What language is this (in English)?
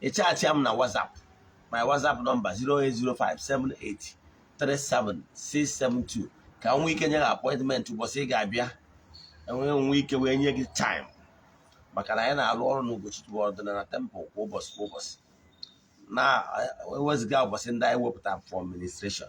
Igbo